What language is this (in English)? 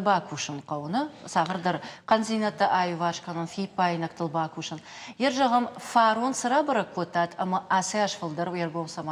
Ossetic